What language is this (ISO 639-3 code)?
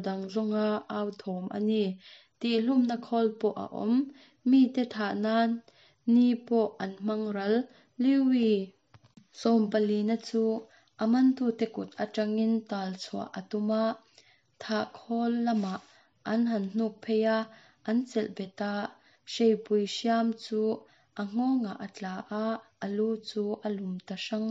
lus